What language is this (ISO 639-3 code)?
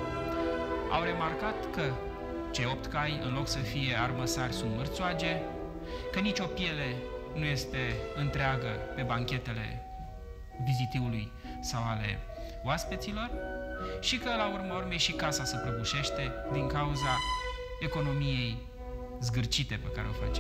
ron